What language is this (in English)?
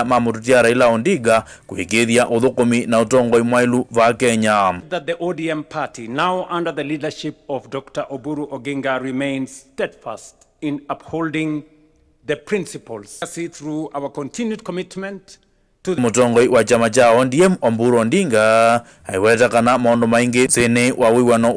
Kamba